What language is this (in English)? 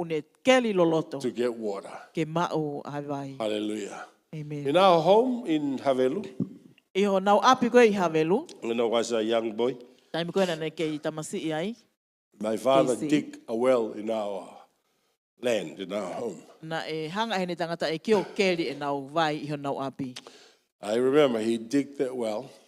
Tongan